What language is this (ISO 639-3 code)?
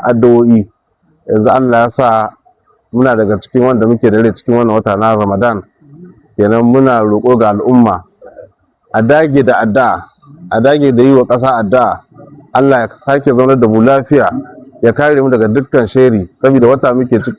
hau